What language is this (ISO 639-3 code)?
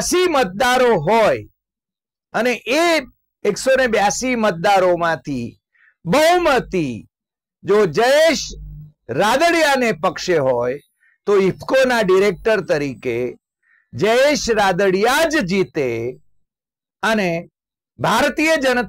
guj